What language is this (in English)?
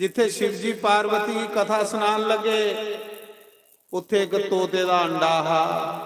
Dogri